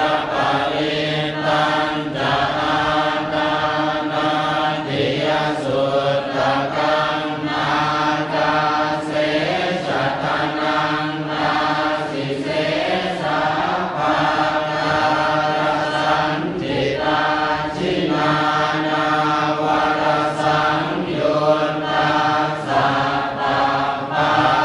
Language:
Pali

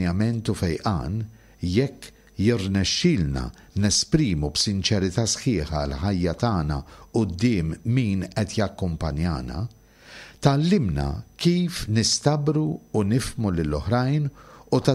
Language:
Maltese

